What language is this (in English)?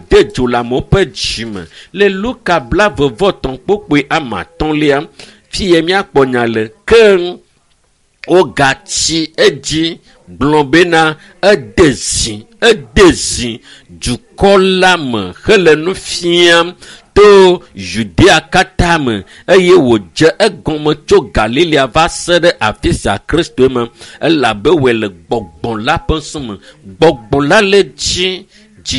Ewe